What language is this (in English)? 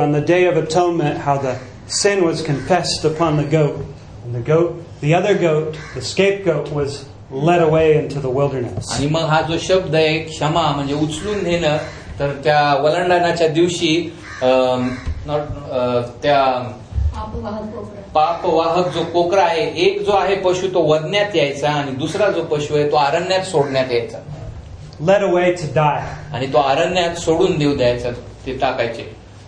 Marathi